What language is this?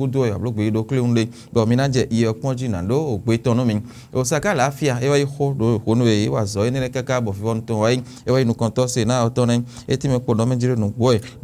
Fon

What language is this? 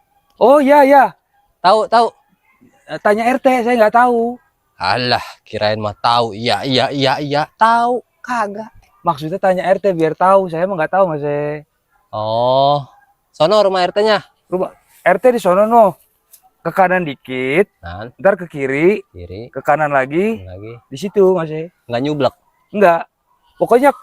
Betawi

